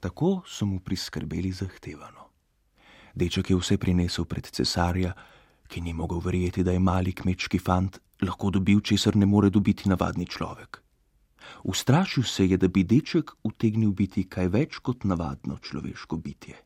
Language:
Slovenian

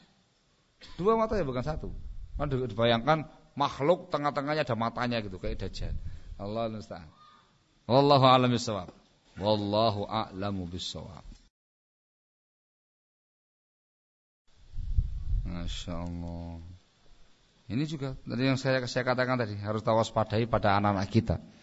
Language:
Indonesian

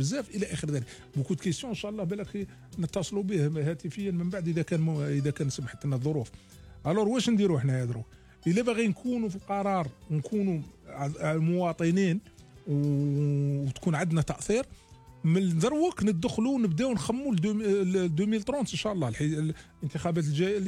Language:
Algerian Arabic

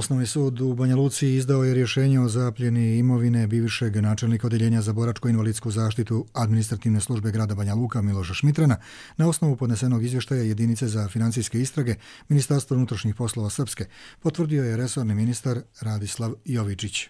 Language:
Croatian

